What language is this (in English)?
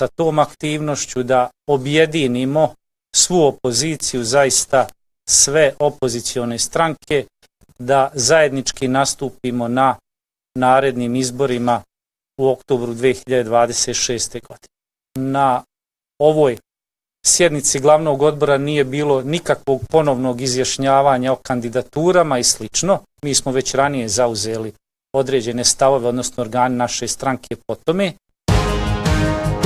Bosnian